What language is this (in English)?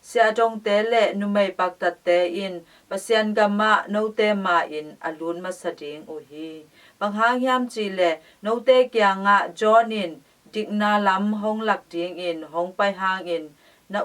Tedim Chin